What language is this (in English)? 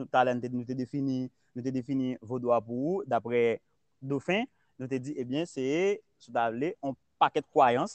Haitian Creole